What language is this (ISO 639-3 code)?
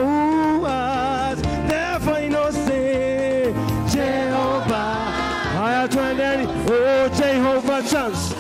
kam